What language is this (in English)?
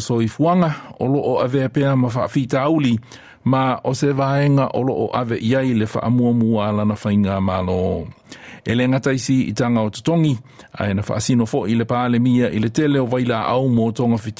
Samoan